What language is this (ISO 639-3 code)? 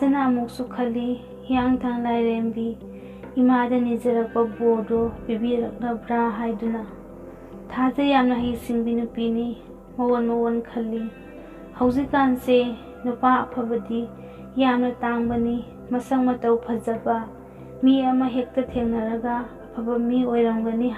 mni